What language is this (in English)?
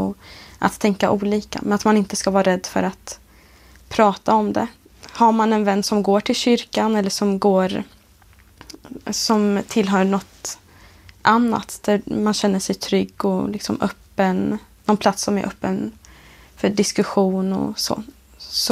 Swedish